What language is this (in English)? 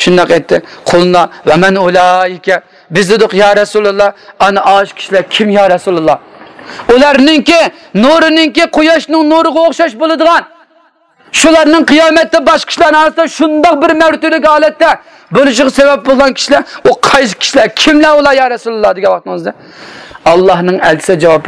Uyghur